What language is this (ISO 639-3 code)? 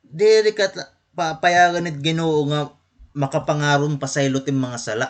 war